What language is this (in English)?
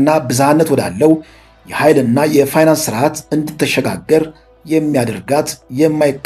Amharic